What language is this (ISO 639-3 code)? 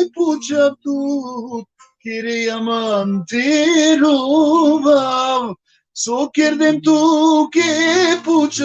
rmn